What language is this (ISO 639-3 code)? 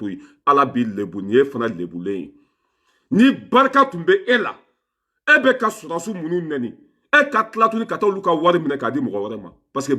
bam